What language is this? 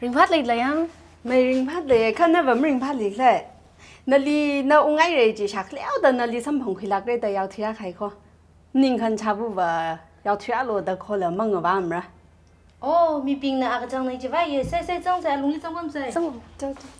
Tangkhul Naga (India)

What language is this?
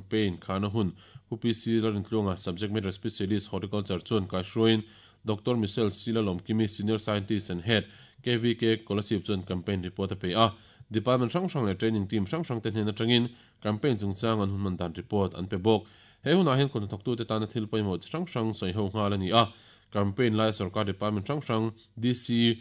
Mizo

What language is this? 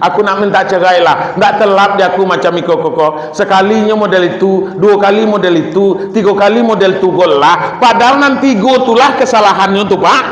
Minangkabau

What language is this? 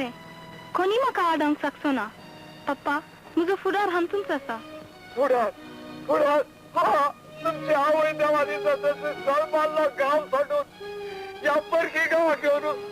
Konkani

